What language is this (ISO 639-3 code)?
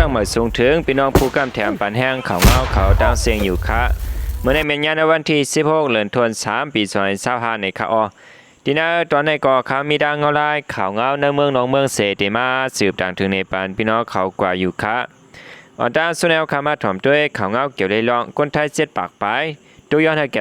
shn